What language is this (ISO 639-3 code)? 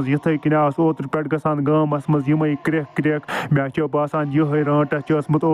kas